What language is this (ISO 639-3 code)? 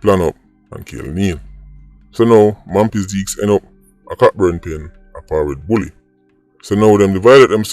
jam